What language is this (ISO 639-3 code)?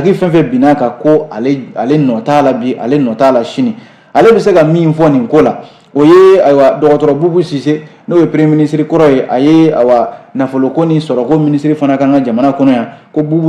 bam